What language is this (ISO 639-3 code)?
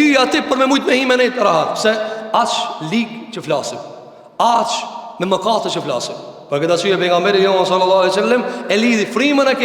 sqi